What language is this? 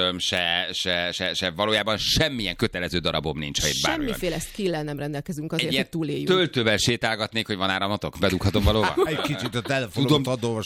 Hungarian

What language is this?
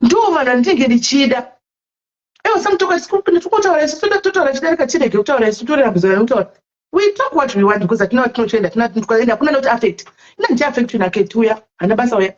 Shona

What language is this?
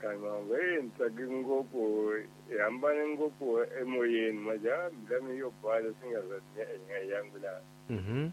Tsonga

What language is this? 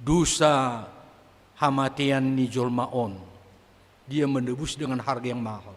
Batak Simalungun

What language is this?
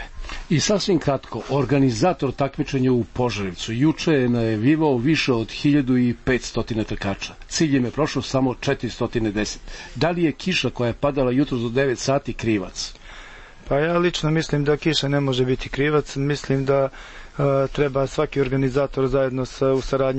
Serbian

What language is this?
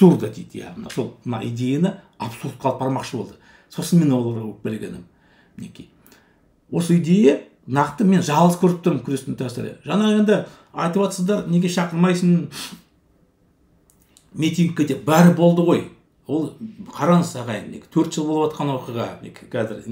Kazakh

